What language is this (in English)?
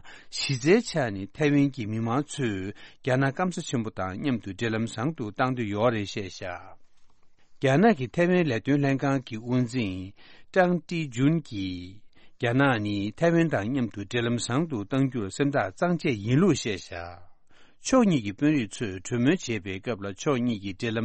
Tibetan